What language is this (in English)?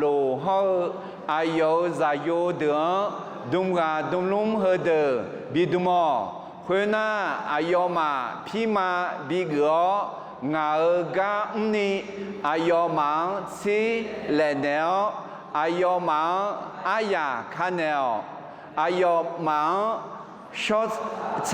Akha